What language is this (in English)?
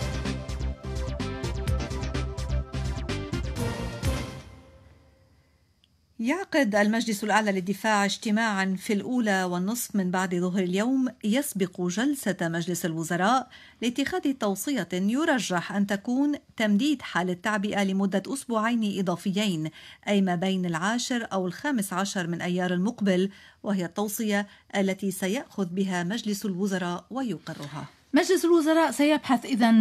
Arabic